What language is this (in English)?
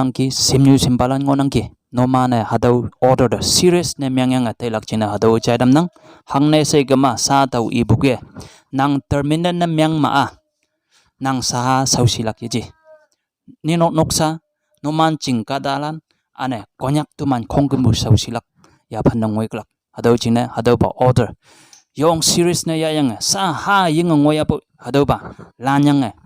Konyak Naga